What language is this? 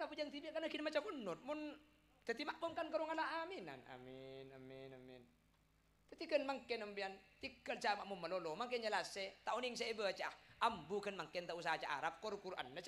Madurese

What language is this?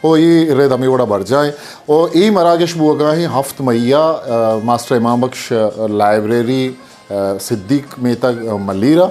Eastern Balochi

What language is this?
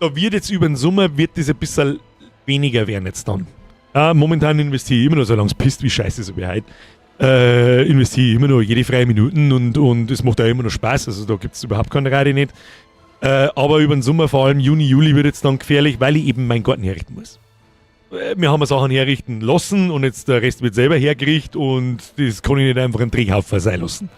Bavarian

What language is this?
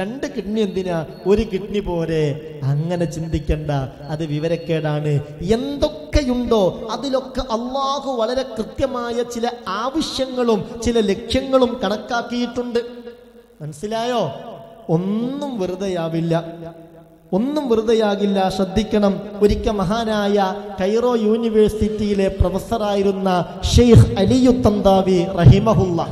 Malayalam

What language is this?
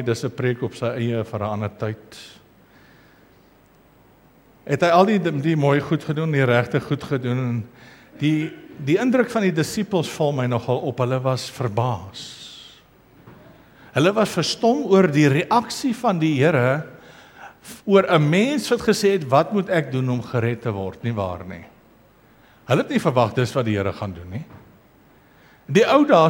Afrikaans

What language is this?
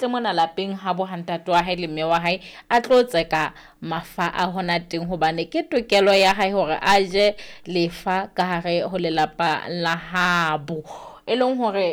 Southern Sotho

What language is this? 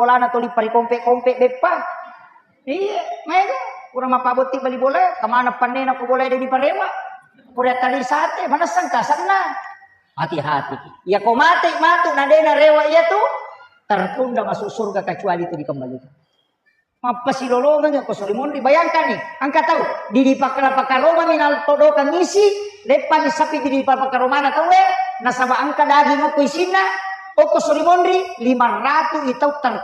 Buginese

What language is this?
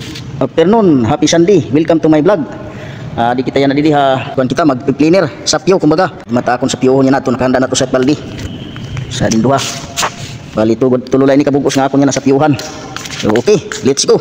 Waray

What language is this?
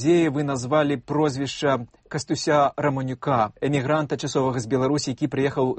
Belarusian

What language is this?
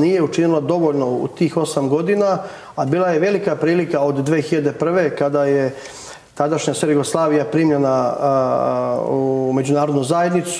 Serbian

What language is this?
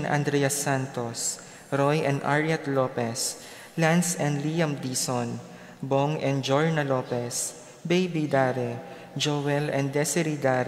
Pampanga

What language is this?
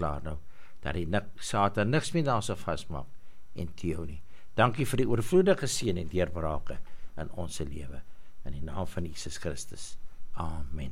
Afrikaans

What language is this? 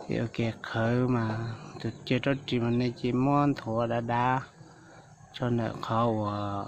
Hmong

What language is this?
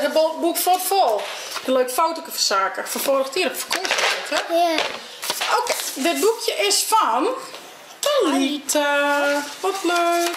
Western Frisian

